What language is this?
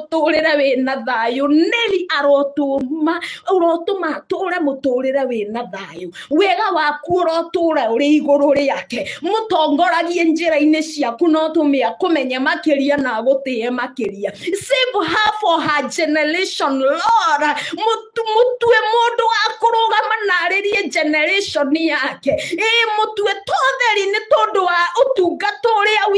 Kikuyu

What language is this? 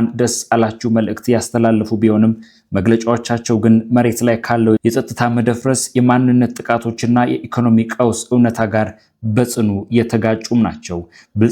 Amharic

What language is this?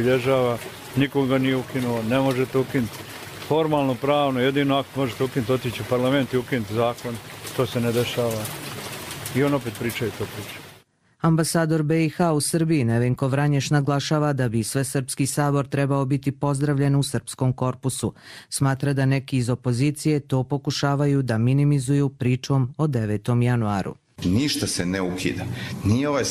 Serbian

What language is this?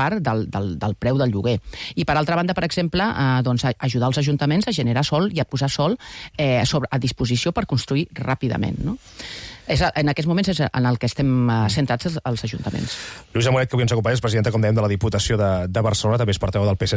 Catalan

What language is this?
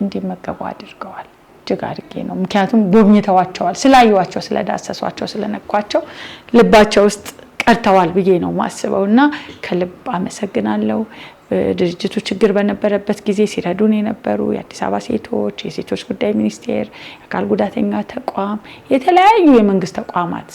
Amharic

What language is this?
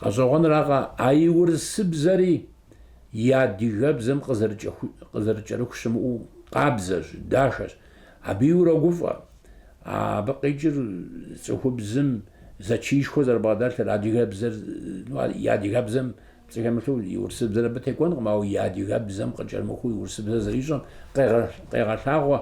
Kabardian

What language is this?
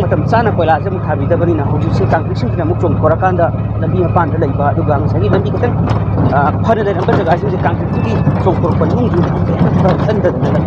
Manipuri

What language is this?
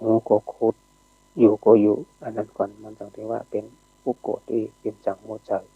Shan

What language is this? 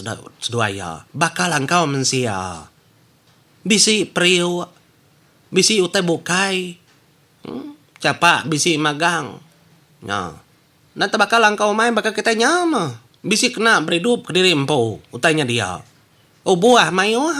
Iban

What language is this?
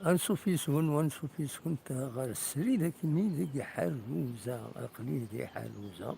Kabyle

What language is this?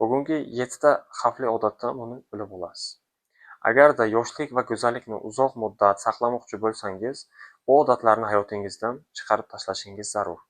Uzbek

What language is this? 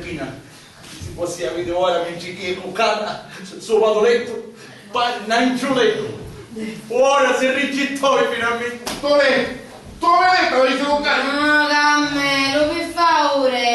Sicilian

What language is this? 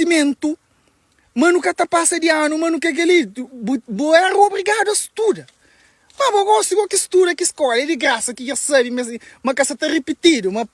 Kabuverdianu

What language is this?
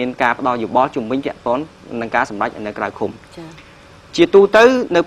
Khmer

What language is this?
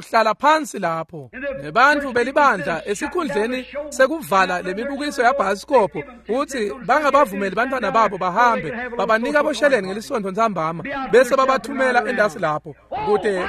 Swati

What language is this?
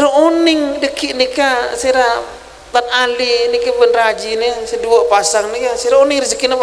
Madurese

